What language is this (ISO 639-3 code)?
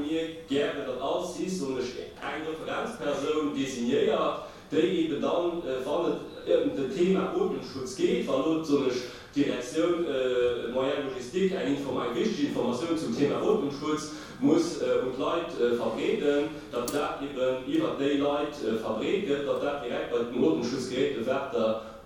ltz